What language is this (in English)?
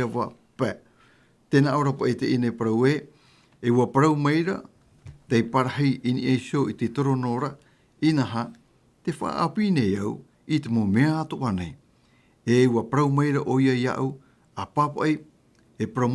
Tahitian